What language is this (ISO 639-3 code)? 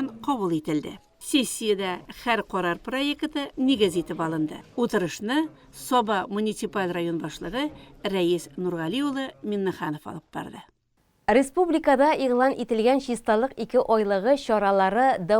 tat